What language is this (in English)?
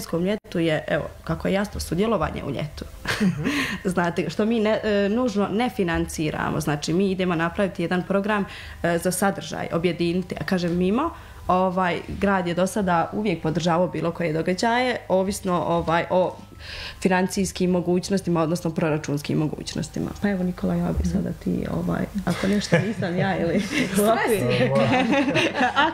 Croatian